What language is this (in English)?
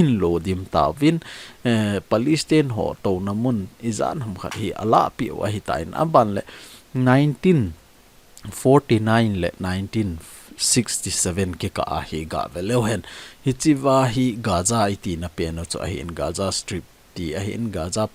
Thado Chin